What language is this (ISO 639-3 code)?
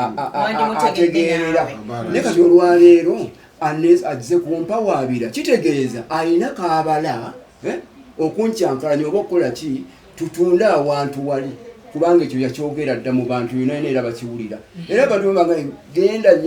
lug